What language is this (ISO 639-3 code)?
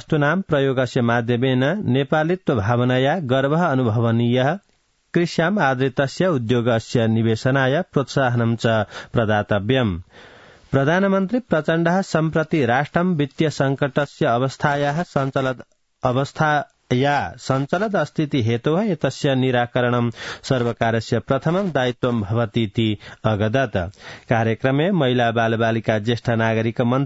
san